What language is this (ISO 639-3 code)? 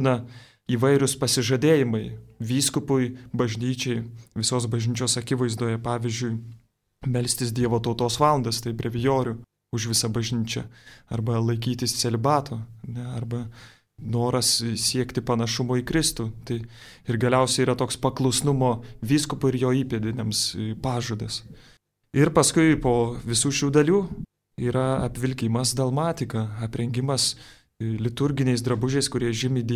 lit